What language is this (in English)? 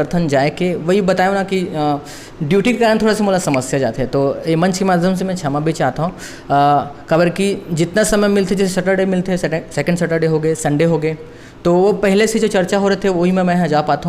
Chhattisgarhi